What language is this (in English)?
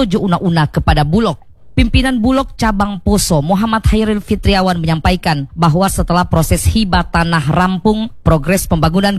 Indonesian